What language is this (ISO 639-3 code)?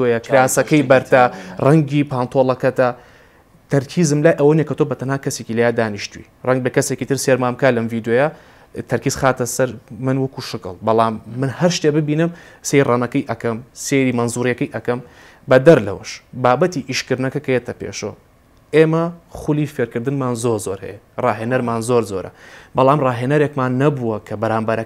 ckb